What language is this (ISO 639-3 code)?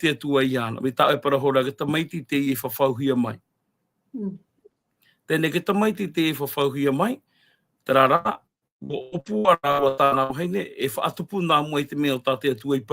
tah